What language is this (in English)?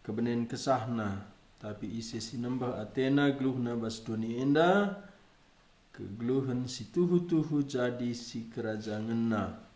Batak Karo